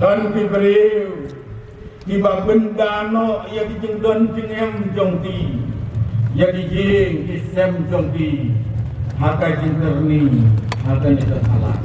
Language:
Khasi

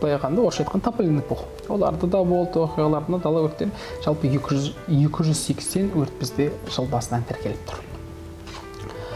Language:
Kazakh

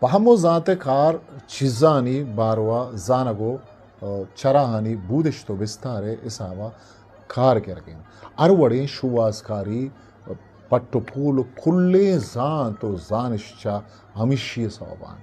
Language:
Eastern Balochi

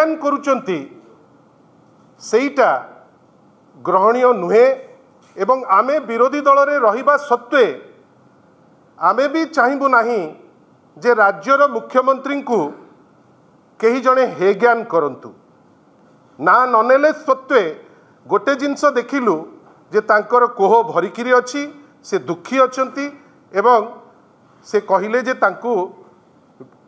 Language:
Odia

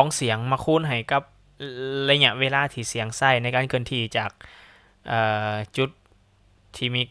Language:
Lao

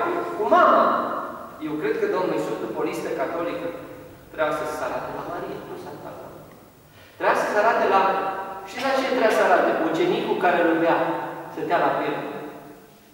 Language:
Romanian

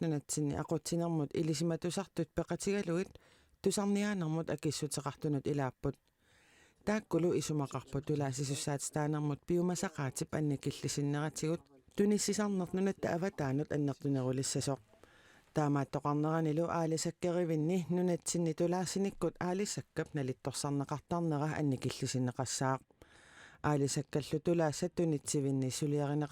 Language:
Kalaallisut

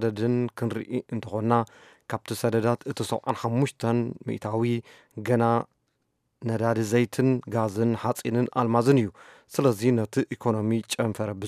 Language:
Tigrinya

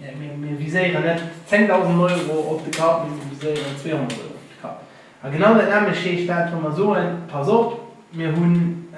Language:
Luxembourgish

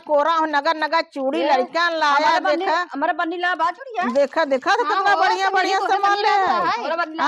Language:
Awadhi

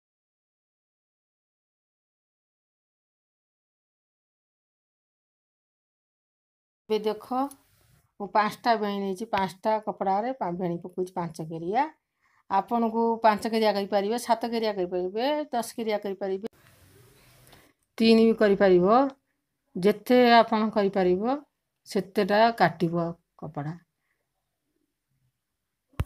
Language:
Odia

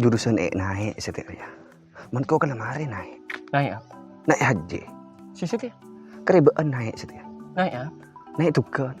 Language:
Madurese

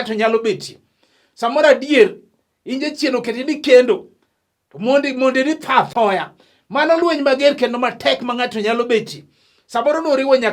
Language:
Luo (Kenya and Tanzania)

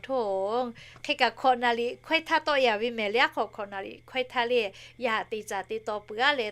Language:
Lahu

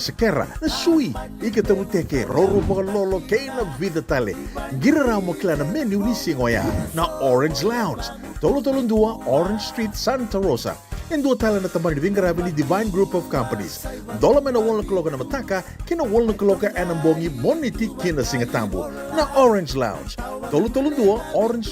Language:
Fijian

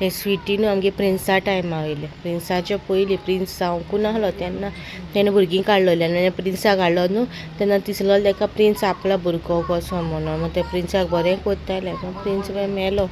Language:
Konkani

